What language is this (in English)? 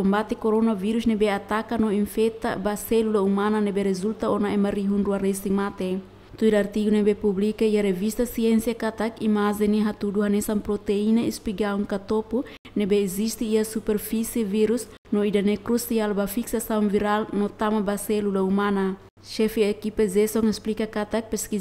Tetum